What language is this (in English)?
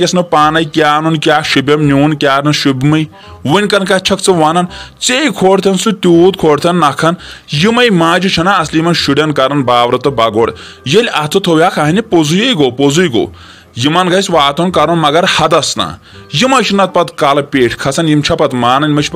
Kashmiri